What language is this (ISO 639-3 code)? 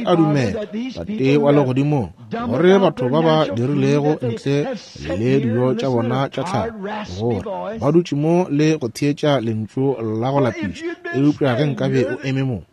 nso